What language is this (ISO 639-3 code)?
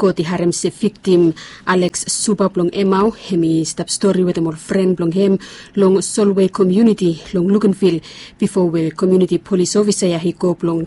bis